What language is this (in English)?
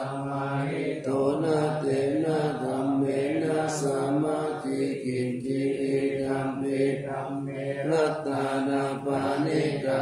Pali